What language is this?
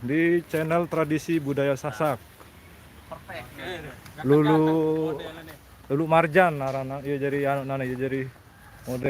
Sasak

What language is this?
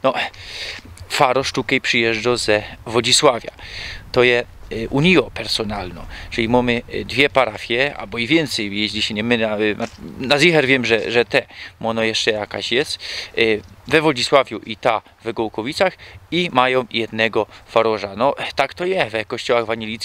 Silesian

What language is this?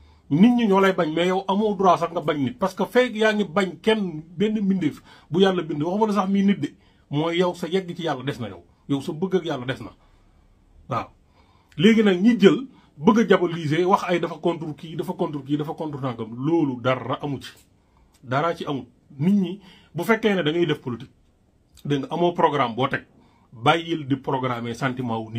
Wolof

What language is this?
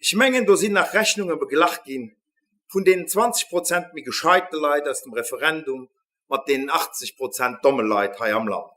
Luxembourgish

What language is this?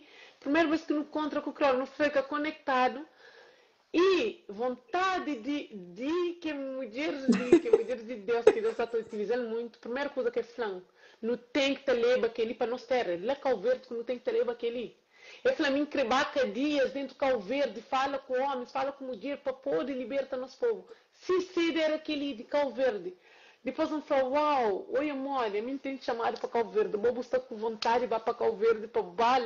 Kabuverdianu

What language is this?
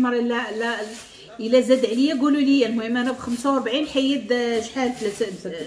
Moroccan Arabic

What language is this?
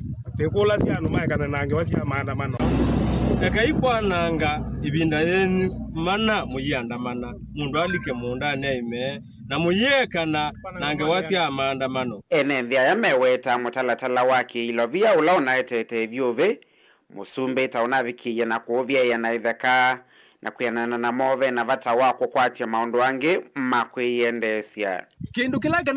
Kamba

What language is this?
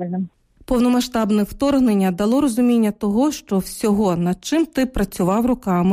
Ukrainian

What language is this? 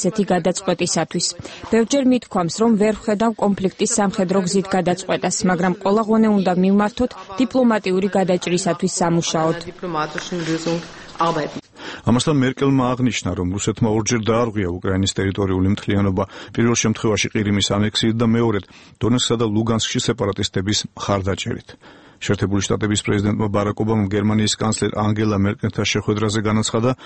Georgian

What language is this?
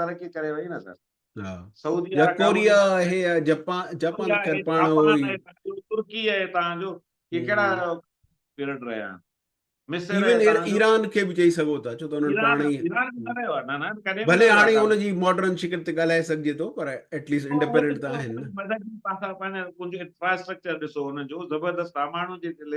Sindhi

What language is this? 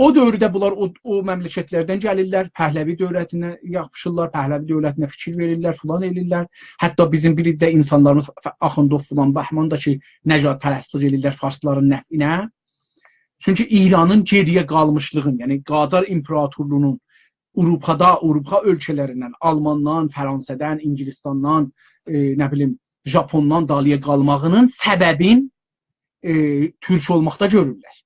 South Azerbaijani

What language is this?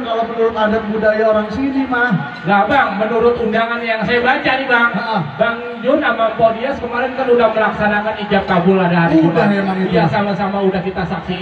Betawi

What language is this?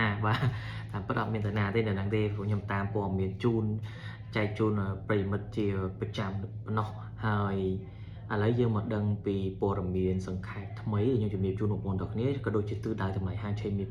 Khmer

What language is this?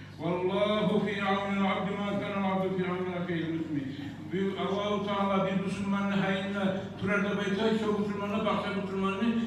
Kumyk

